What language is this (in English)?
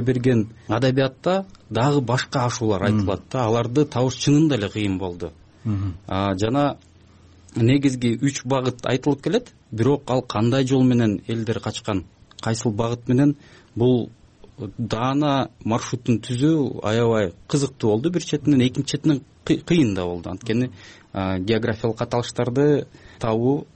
Kyrgyz